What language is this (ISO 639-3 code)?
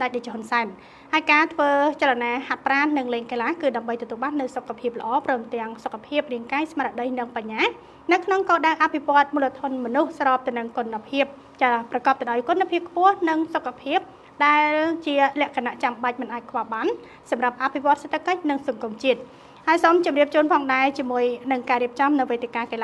khm